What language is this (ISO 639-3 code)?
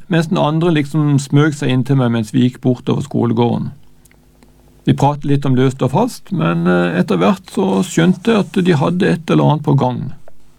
nor